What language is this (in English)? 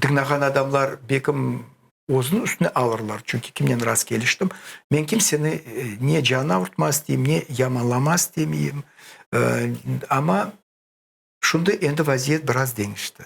Crimean Tatar